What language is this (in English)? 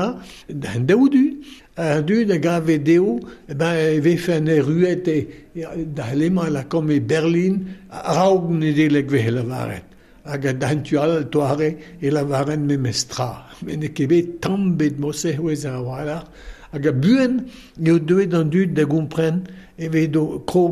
Breton